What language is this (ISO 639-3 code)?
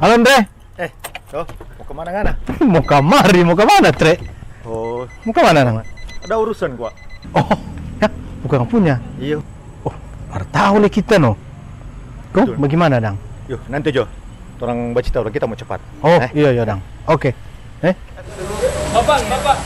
xmm